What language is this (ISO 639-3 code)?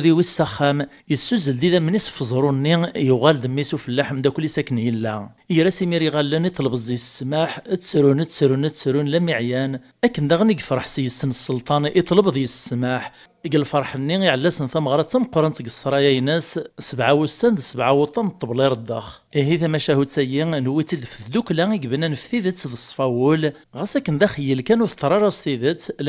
kab